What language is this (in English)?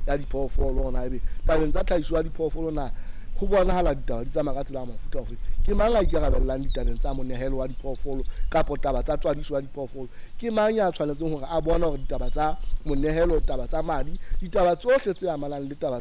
Southern Sotho